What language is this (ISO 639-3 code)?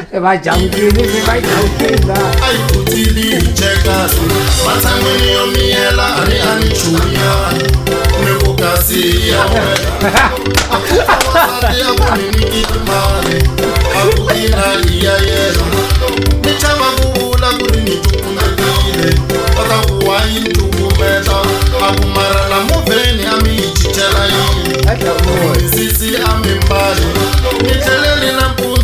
tso